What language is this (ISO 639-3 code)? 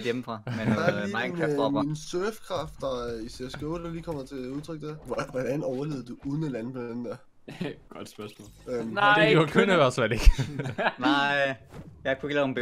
dan